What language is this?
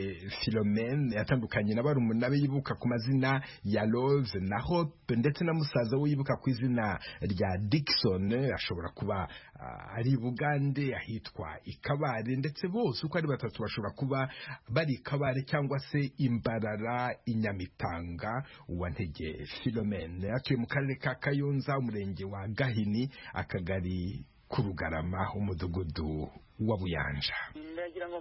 Kinyarwanda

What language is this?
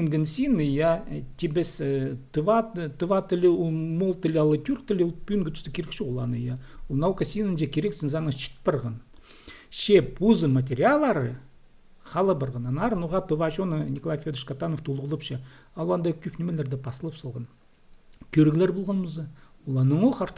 Khakas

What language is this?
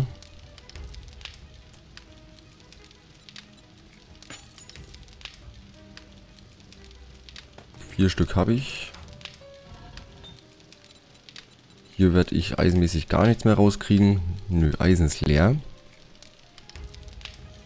German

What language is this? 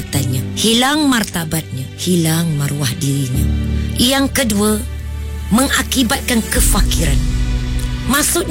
Malay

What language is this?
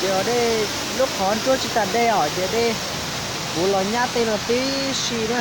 Hmong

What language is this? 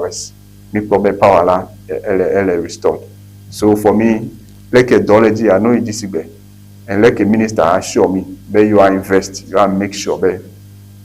Ewe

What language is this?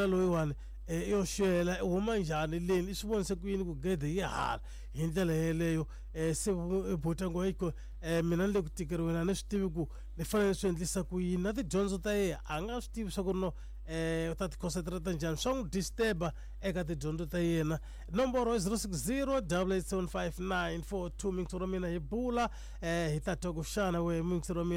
Tsonga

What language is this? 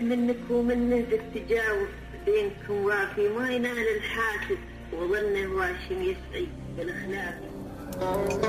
Gulf Arabic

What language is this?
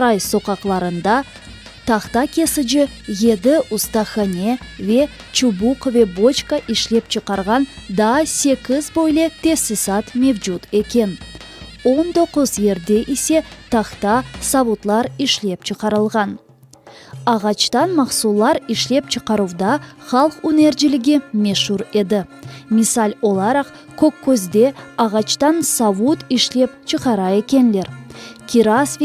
Crimean Tatar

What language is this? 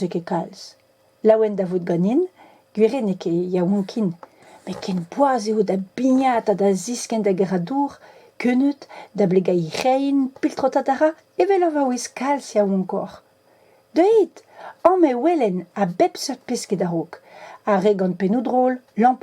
Breton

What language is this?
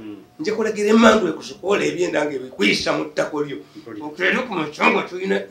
Ganda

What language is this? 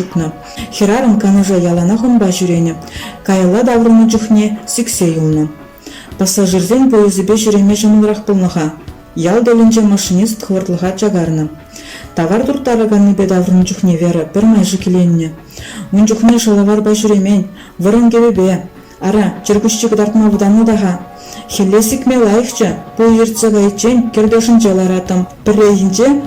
Chuvash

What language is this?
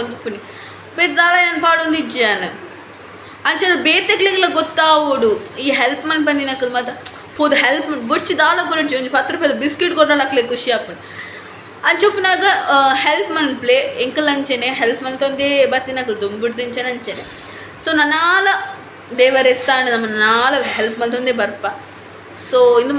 Tulu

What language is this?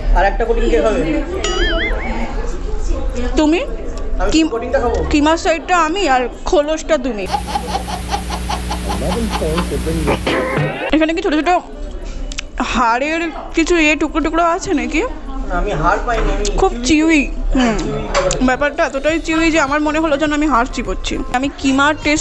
Bangla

